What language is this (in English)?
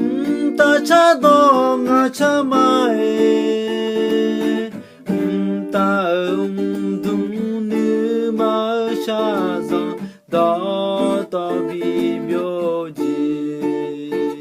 Akha